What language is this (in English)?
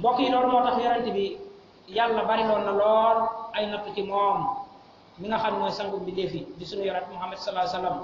Wolof